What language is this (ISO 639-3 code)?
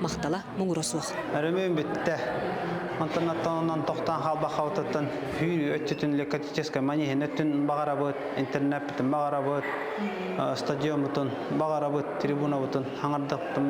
sah